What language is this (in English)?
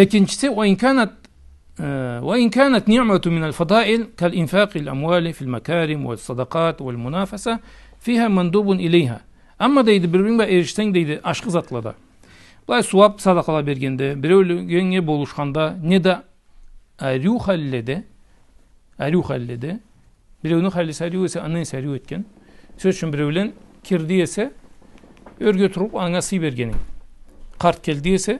Karachay-Balkar